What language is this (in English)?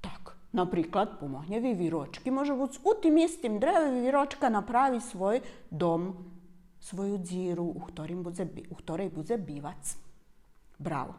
Rusyn